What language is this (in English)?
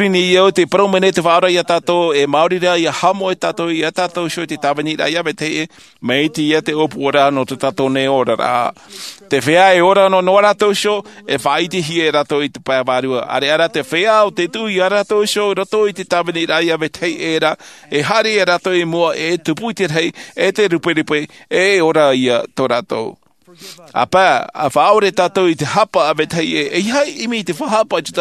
Tahitian